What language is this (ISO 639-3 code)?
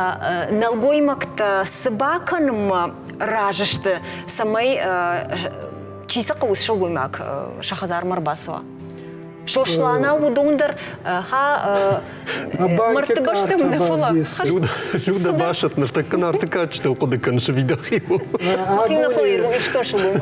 oss